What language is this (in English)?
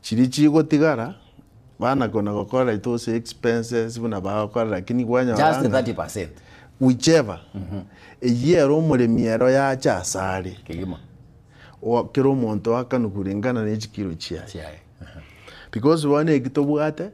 Gusii